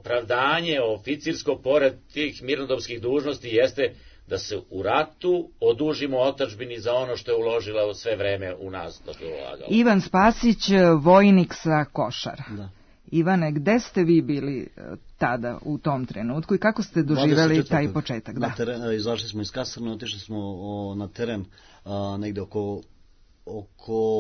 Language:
Serbian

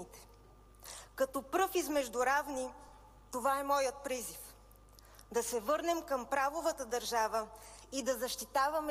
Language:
Bulgarian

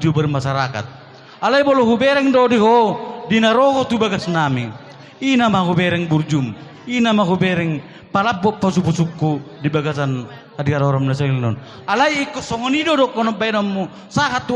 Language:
Batak Toba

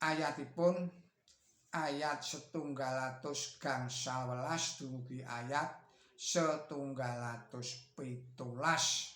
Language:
Javanese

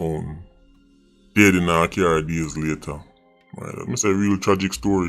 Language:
Jamaican Creole English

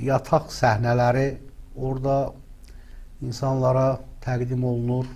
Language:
Azerbaijani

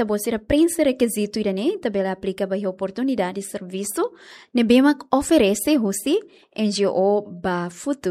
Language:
Tetum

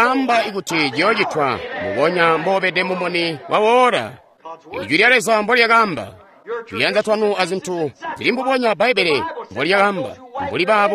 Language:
Tonga (Zambia)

